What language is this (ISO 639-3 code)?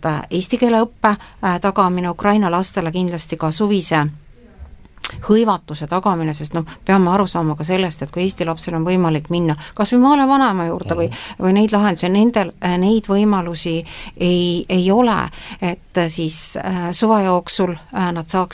est